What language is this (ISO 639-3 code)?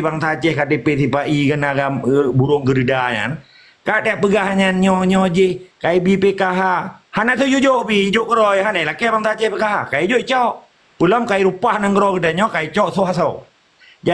ace